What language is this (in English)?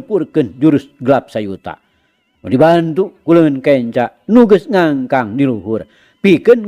Sundanese